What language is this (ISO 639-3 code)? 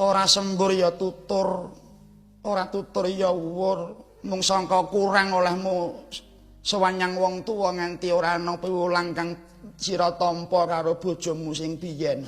jav